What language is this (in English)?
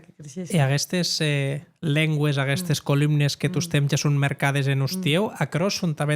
Occitan